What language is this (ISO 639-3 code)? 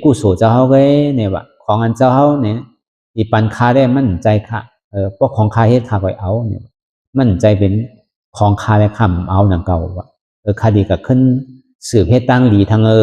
shn